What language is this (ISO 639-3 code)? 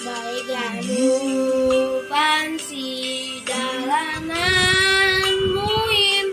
bts